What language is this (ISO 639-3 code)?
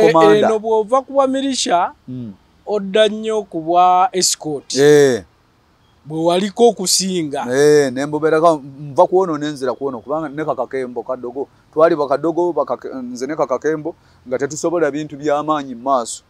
lug